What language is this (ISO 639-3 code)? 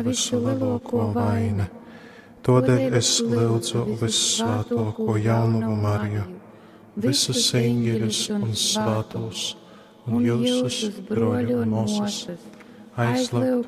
ltg